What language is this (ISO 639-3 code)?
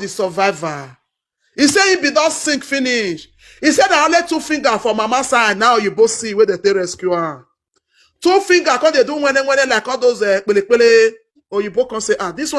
pcm